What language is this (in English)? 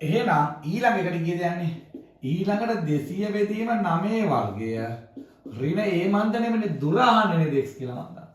Sinhala